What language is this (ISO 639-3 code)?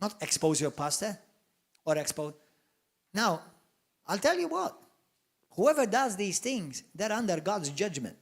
eng